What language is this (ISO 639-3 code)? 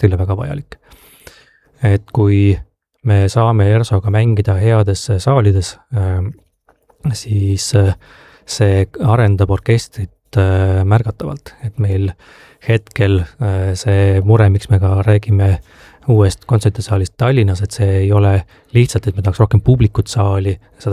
est